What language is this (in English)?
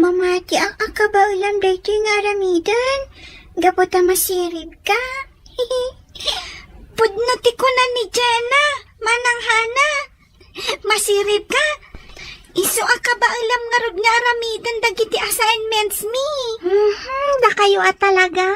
Iloko